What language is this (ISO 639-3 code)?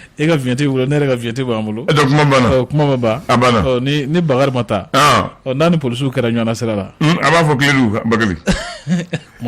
bam